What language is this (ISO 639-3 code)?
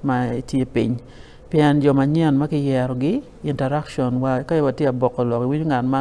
ach